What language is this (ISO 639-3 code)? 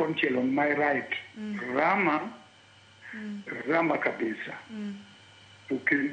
luo